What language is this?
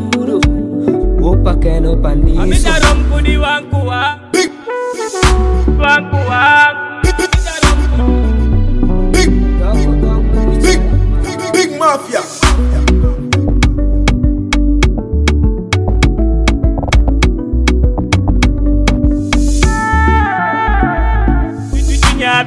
Swahili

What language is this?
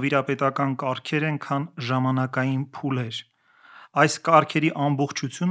Armenian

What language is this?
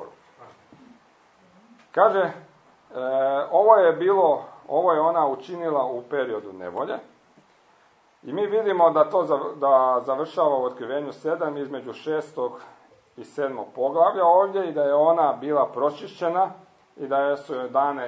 Croatian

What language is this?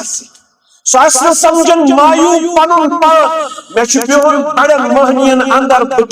Kashmiri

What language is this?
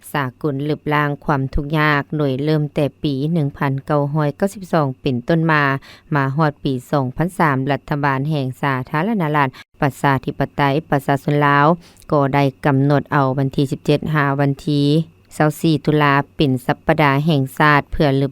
Lao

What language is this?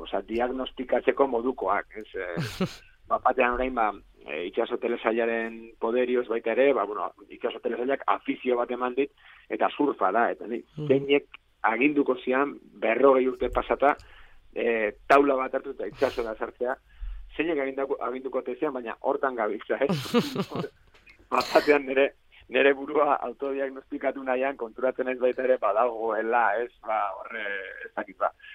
Basque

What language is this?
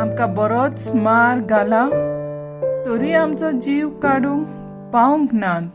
Konkani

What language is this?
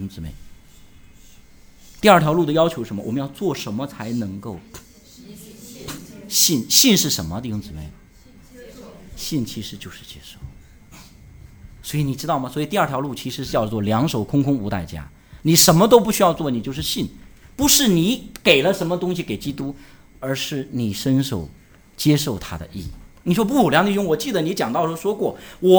Chinese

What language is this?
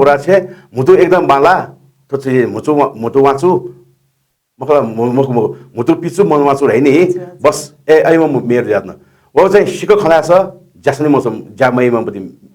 Newari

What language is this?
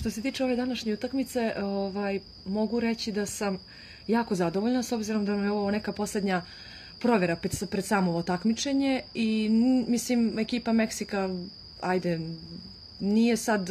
Serbian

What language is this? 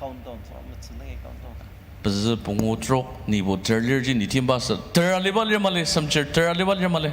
Ao Naga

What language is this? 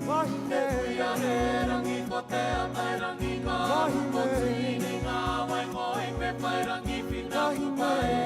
Māori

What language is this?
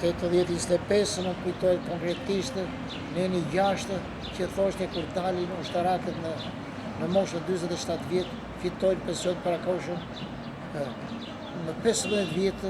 Albanian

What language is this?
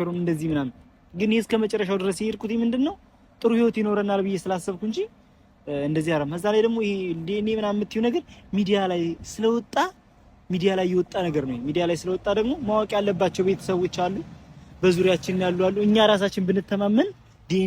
Amharic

